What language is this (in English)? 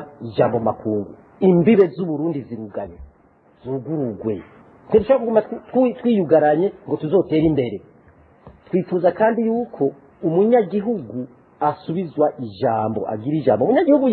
Rundi